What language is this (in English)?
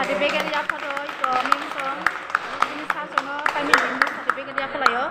Kok Borok